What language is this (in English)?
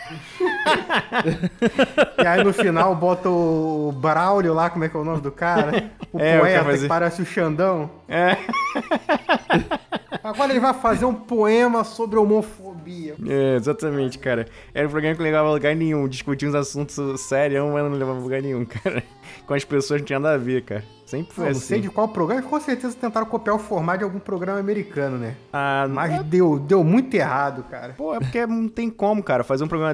Portuguese